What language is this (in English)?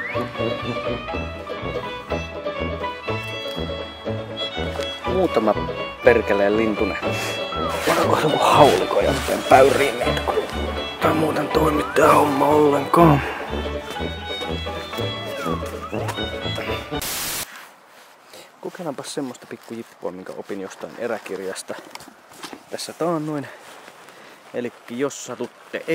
Finnish